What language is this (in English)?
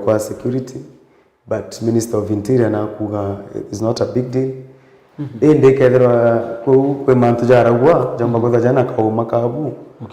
Meru